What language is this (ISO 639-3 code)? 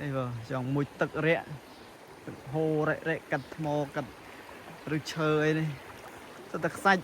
khm